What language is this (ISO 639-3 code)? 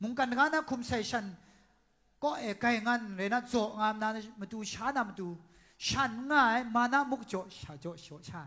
kac